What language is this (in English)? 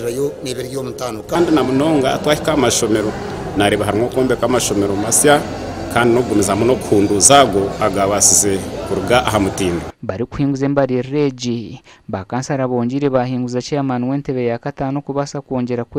Nyankole